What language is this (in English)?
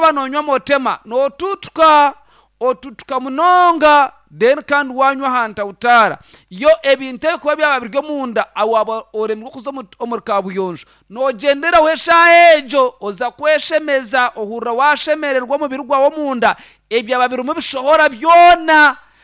Nyankole